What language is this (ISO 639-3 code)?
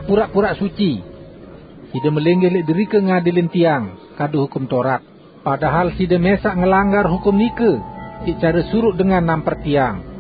sas